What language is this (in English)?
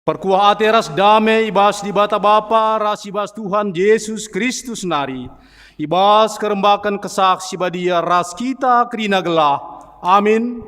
Batak Karo